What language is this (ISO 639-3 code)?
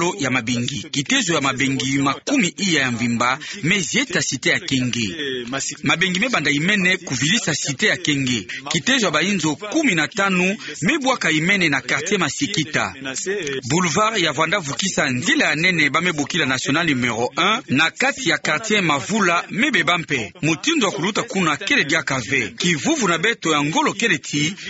ktu